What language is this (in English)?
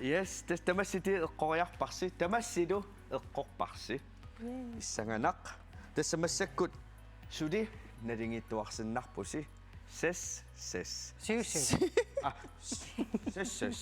Kalaallisut